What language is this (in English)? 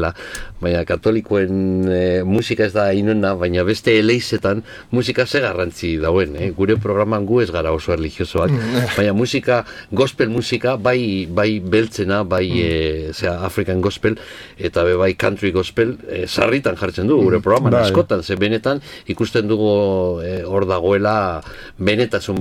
Basque